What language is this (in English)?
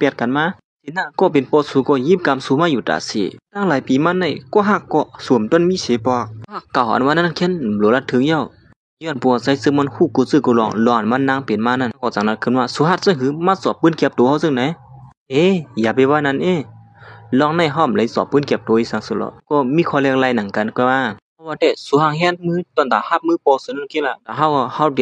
Shan